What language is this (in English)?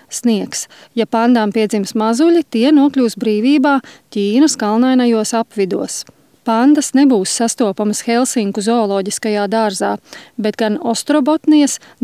Latvian